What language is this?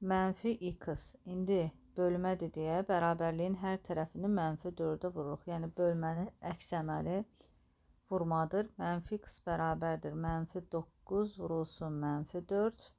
Azerbaijani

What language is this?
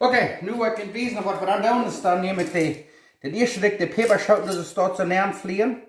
Plautdietsch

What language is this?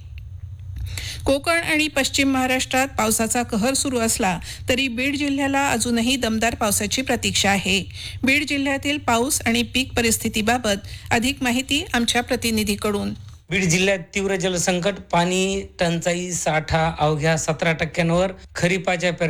Marathi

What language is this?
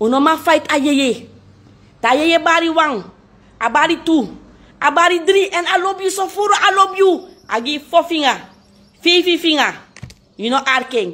Sranan Tongo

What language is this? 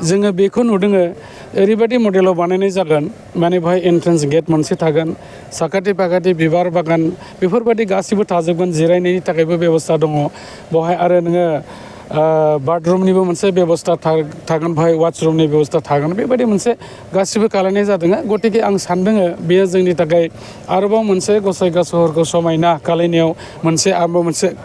Bodo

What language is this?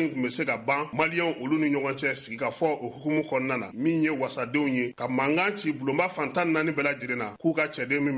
Bambara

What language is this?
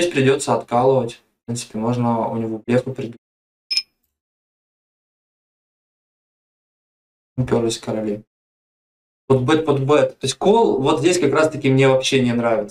Russian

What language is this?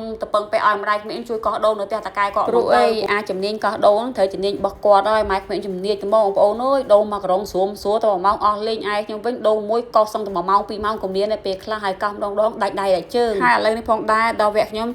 Khmer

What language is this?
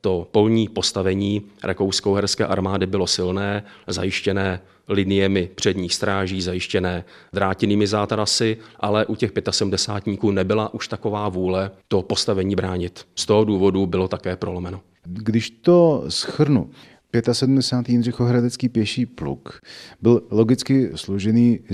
Czech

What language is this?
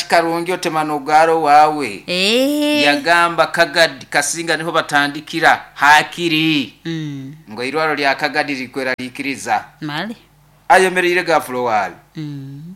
Nyoro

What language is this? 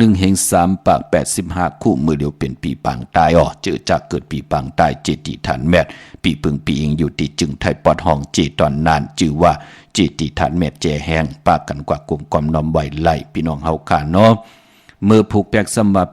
Shan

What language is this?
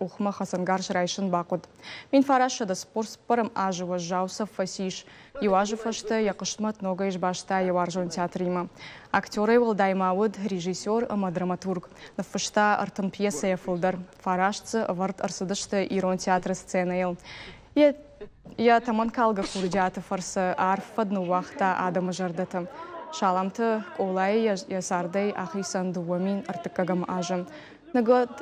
Ossetic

